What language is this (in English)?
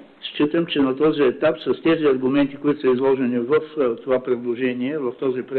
Bulgarian